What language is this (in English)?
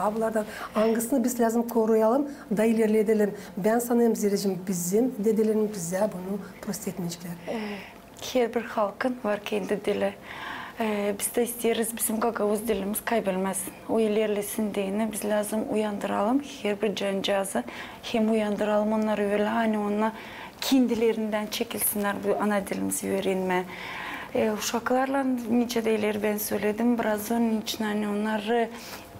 Gagauz